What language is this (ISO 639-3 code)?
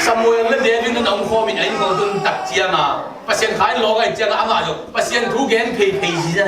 ctd